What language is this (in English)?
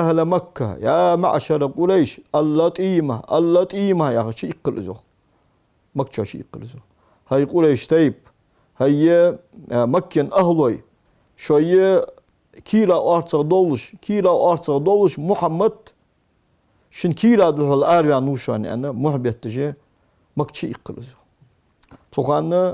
Ingush